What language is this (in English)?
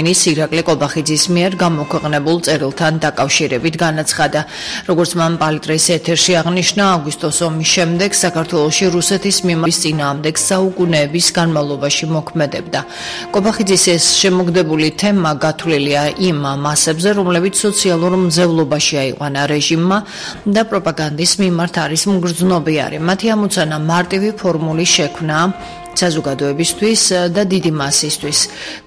Georgian